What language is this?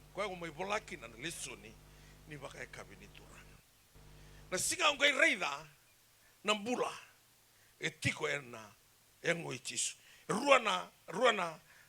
Fijian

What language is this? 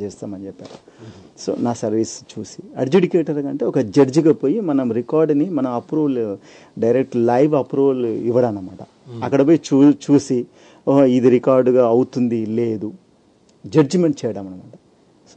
Telugu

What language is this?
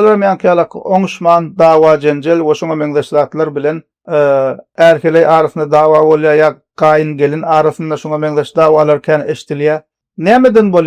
Turkmen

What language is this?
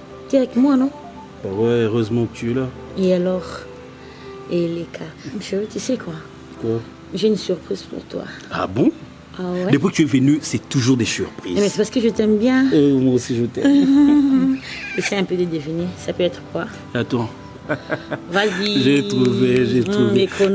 French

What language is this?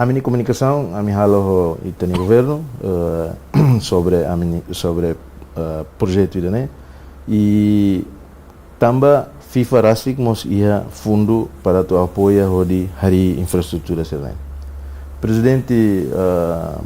Tetum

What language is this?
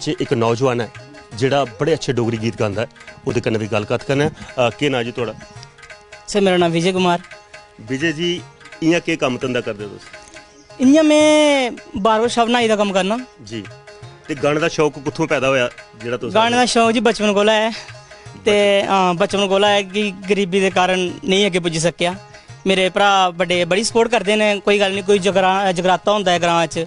Dogri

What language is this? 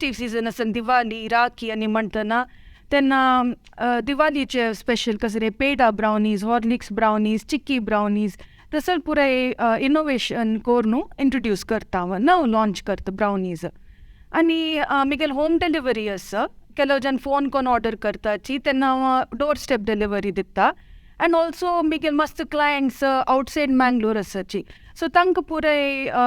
Konkani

